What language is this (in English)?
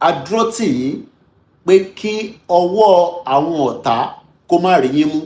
Yoruba